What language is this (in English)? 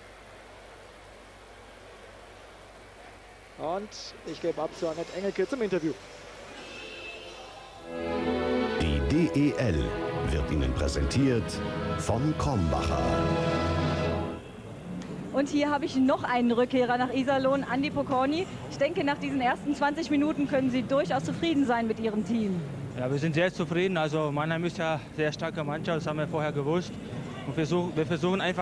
German